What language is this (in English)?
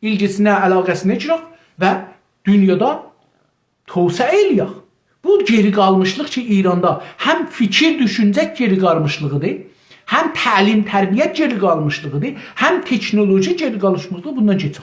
South Azerbaijani